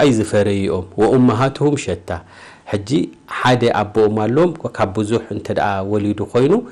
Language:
Tigrinya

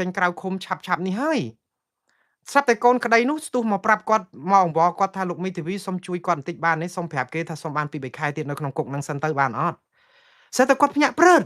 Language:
Khmer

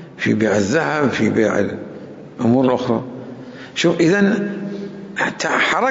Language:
Mesopotamian Arabic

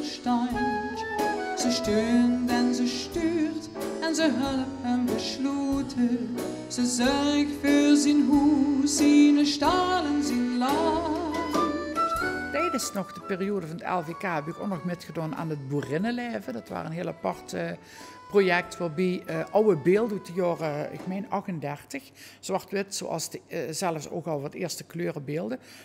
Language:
Limburgish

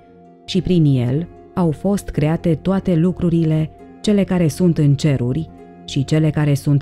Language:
Romanian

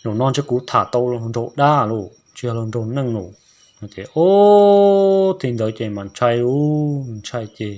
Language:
Hmong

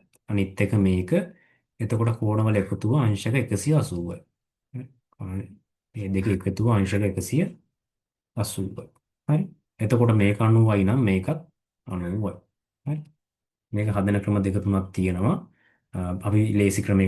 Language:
Sinhala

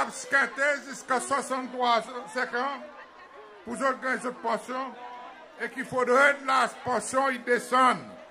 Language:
Seselwa Creole French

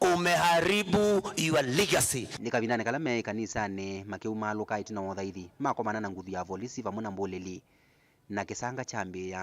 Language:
Kamba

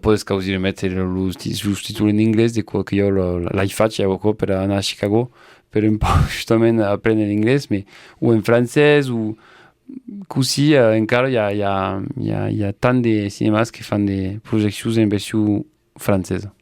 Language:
Occitan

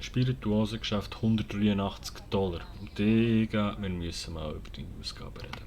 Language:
Swiss German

